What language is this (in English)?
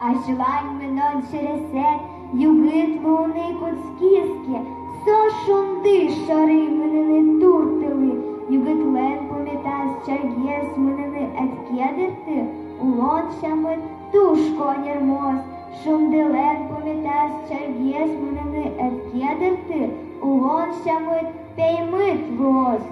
Udmurt